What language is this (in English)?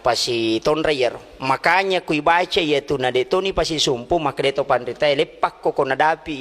Buginese